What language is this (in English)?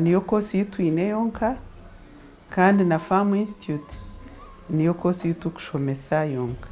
Nyankole